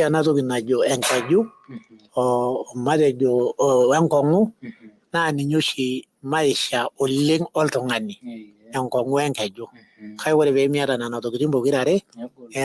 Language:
Masai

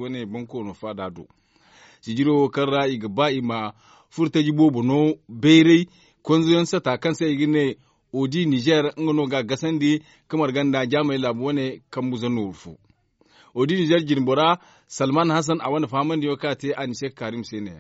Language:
Zarma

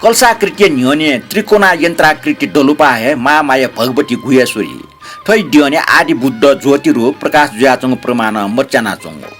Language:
Newari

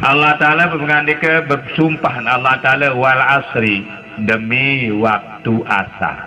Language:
Sasak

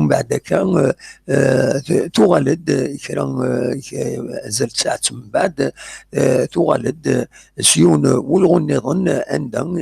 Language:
Kabyle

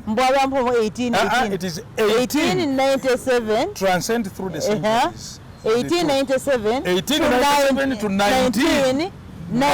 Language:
Masaaba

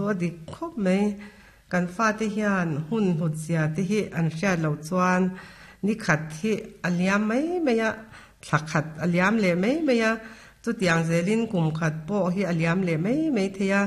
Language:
Mizo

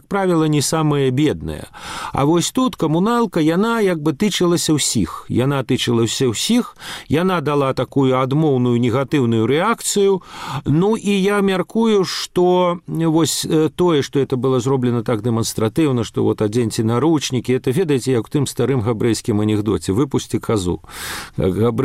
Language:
Belarusian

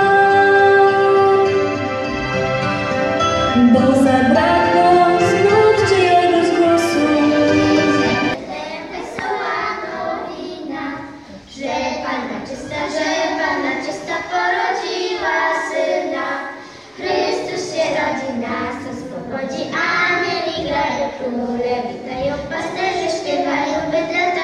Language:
Polish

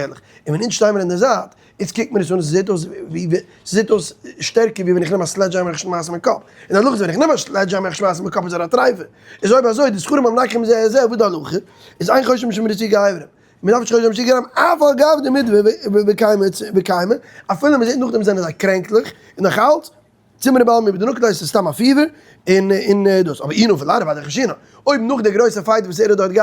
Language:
Yiddish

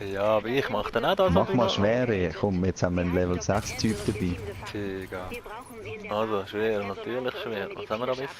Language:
Swiss German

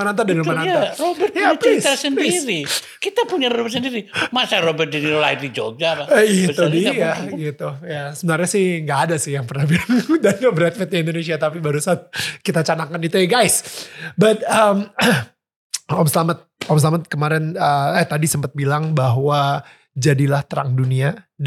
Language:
Indonesian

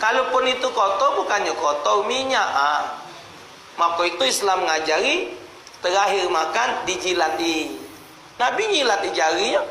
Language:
Musi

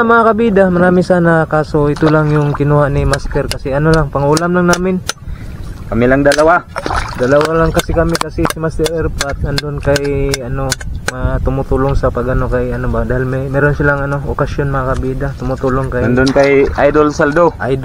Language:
Filipino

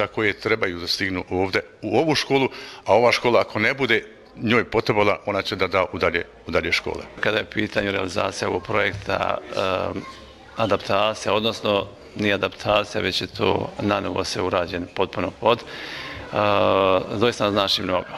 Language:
Bosnian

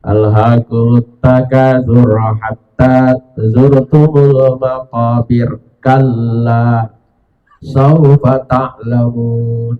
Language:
Buginese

